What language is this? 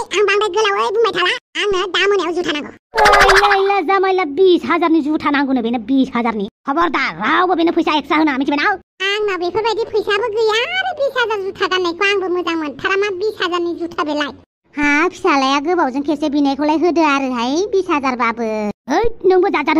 Bodo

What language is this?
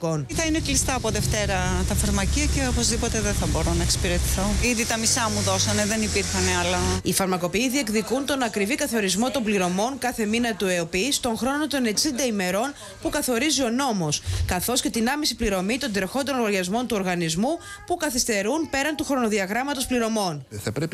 Greek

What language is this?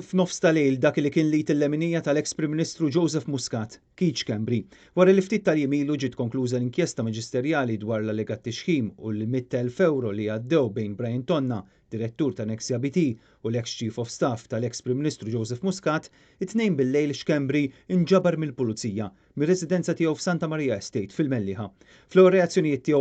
Maltese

